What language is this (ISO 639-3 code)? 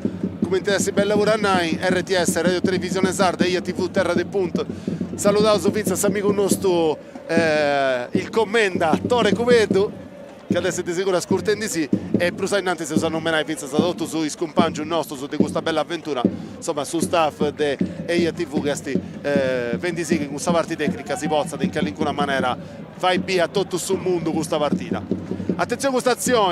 srd